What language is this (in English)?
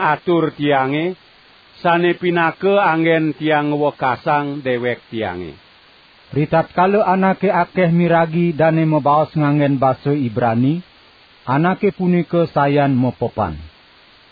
Balinese